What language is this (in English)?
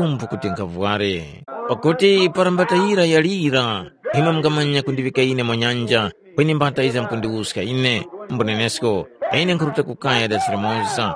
Tumbuka